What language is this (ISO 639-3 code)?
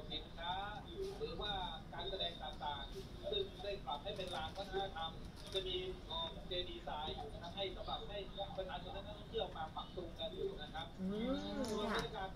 tha